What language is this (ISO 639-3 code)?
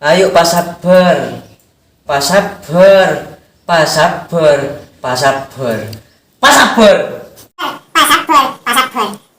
mad